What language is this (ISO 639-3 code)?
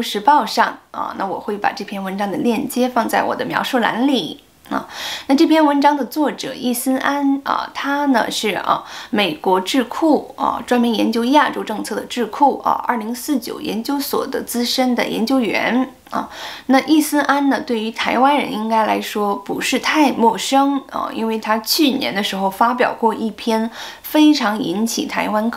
zho